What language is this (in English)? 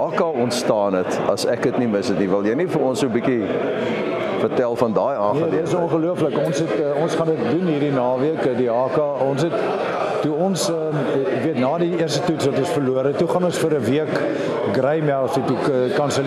Afrikaans